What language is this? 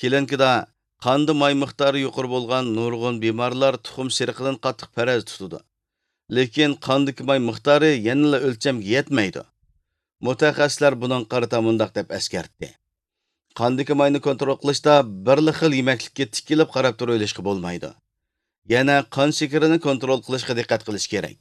Uyghur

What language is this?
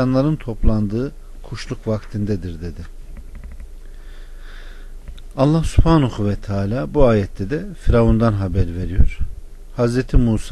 Turkish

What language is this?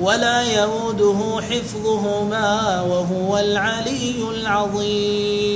Somali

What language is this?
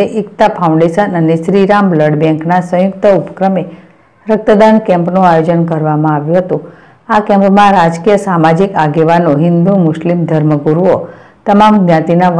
Gujarati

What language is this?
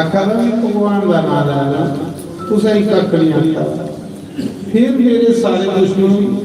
Dogri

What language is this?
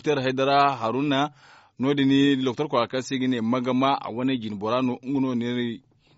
Zarma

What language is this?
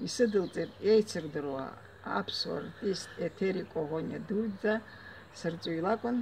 Abkhazian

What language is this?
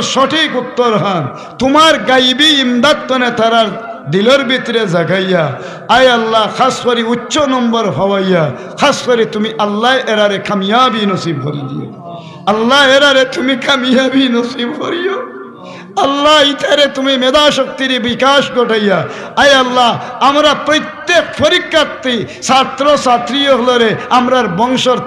Sylheti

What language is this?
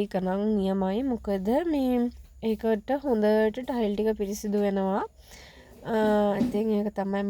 Sinhala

